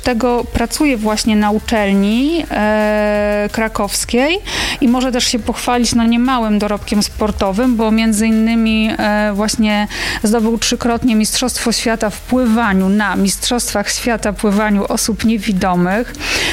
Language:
Polish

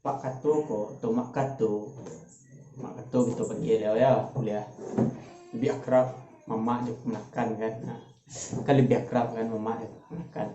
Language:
Minangkabau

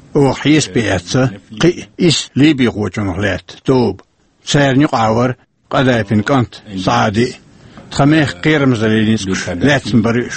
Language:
Chechen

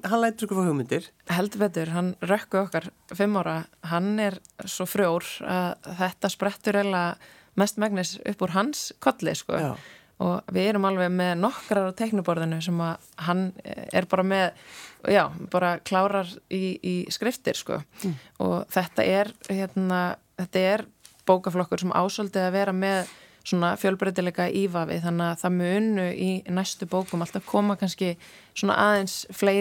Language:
Icelandic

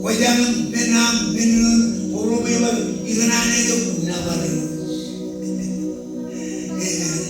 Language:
Marshallese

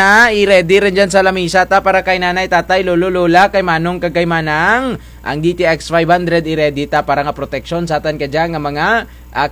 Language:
Kinaray-a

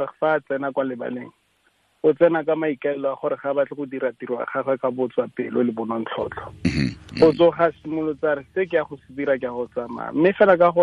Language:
Tswana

